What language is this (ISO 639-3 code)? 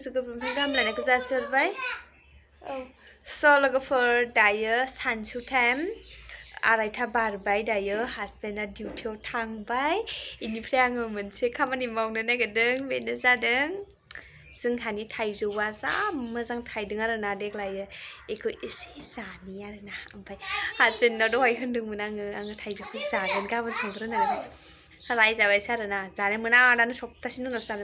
brx